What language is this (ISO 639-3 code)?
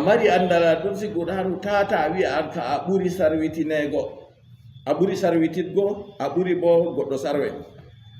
ful